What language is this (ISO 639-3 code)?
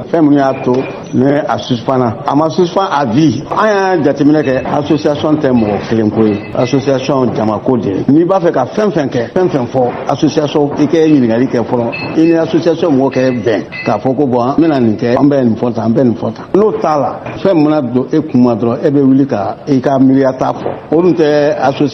bam